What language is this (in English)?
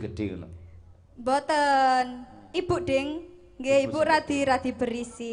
Javanese